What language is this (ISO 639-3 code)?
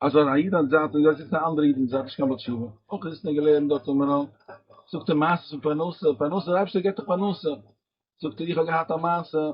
yid